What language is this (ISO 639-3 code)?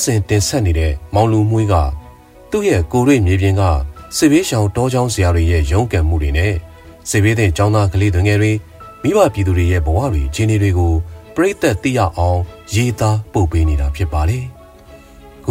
mya